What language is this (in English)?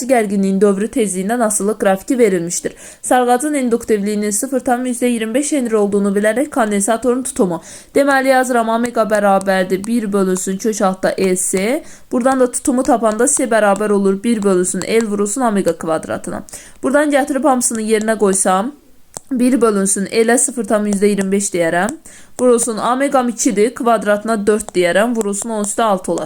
Azerbaijani